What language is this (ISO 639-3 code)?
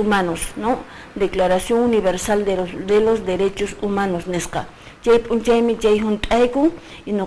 que